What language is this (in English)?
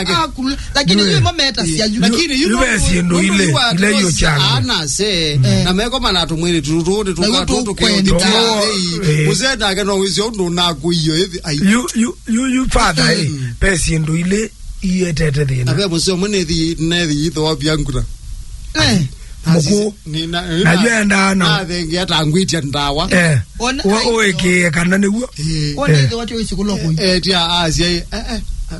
Kamba